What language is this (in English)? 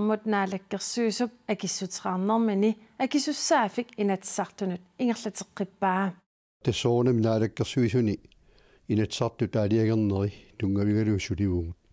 Kalaallisut